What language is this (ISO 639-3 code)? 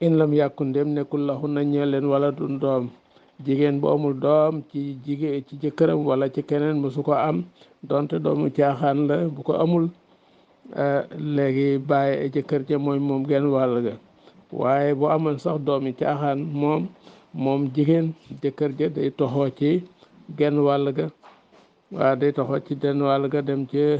wol